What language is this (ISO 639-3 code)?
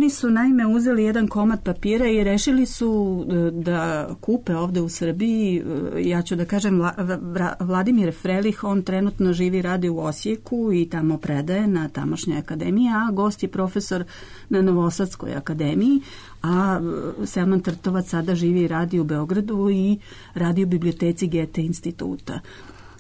srp